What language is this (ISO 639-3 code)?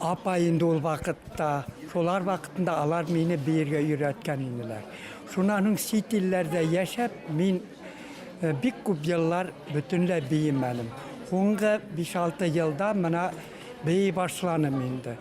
bak